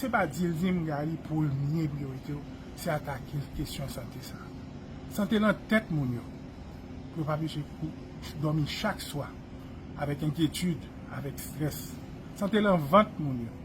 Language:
Haitian Creole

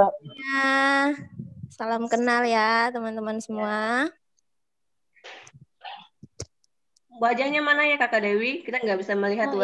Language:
Indonesian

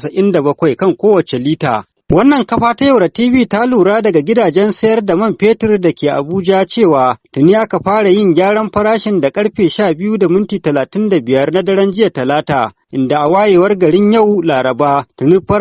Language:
Hausa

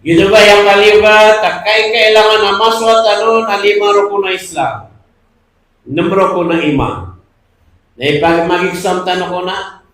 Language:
Maranao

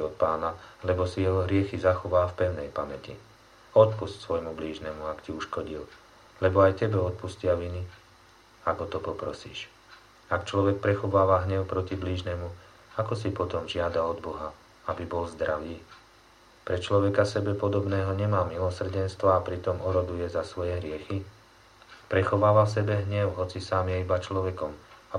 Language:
Slovak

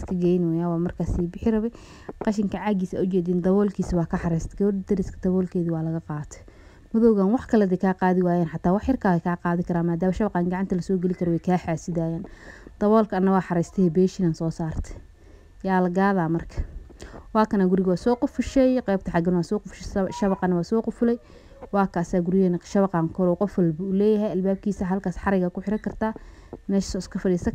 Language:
Somali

